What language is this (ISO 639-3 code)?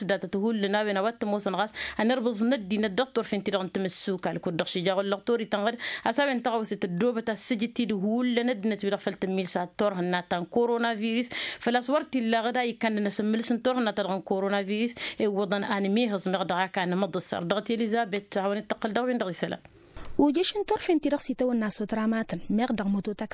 taq